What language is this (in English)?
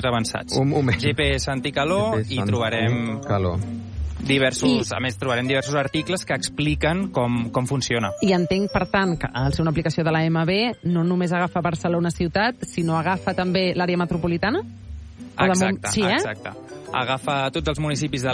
Catalan